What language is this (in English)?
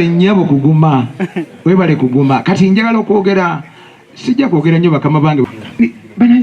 Ganda